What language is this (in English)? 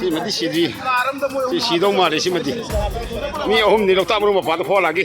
Manipuri